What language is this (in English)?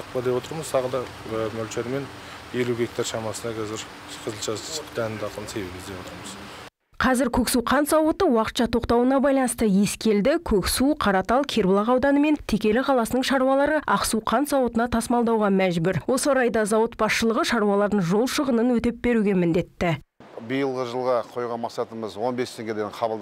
Kazakh